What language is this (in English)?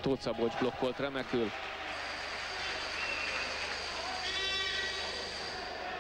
Hungarian